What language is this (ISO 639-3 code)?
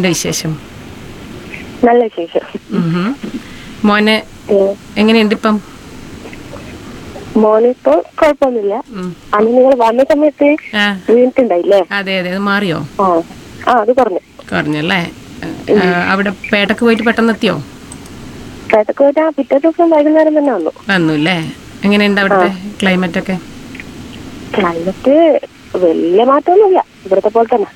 mal